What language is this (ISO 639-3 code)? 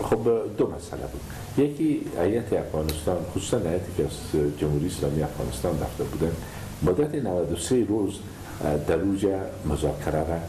fas